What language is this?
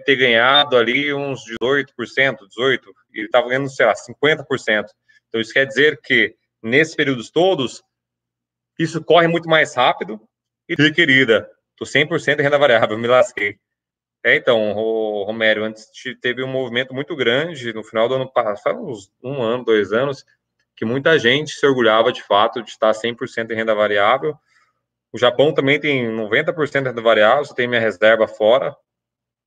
Portuguese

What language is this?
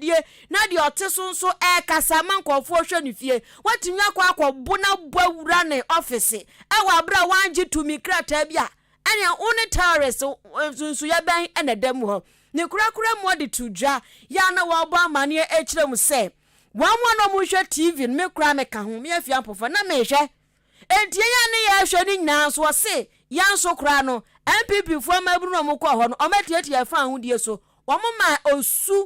Akan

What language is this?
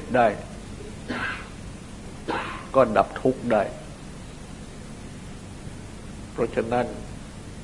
Thai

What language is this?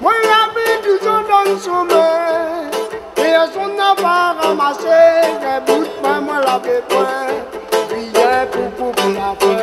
Réunion Creole French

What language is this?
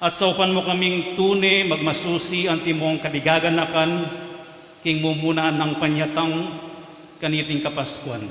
Pampanga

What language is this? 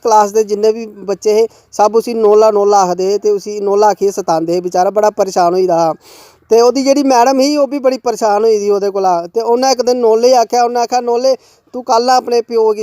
Dogri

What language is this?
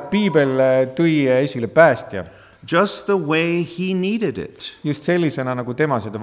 Estonian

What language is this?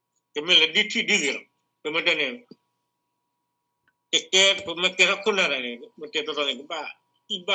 S'gaw Karen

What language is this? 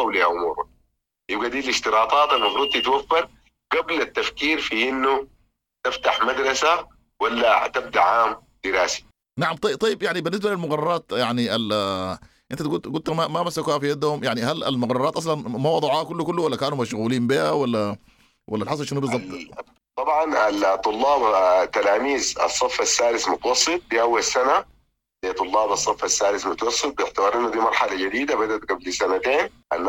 Sudanese Arabic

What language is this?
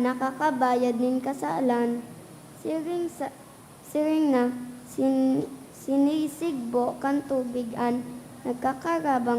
Bikol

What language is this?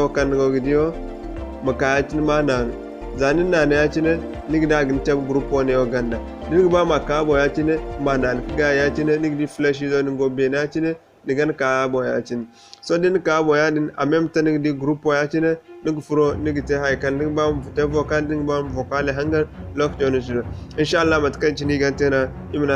Zarma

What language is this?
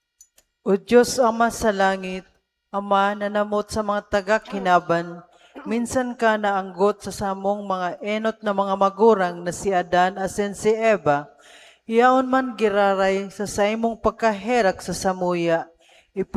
Bikol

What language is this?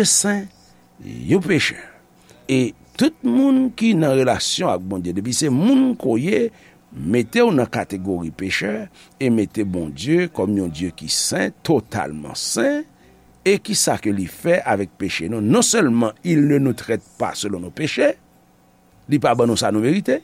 Haitian Creole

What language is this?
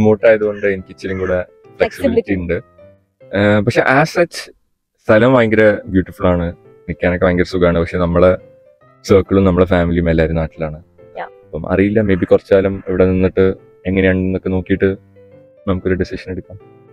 Malayalam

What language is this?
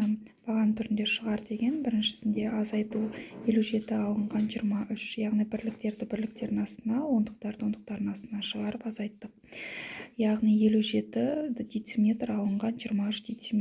Kazakh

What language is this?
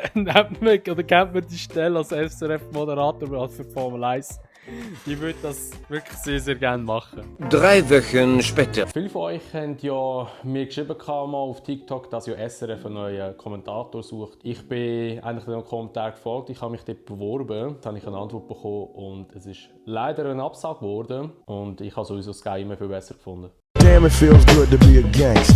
Swiss German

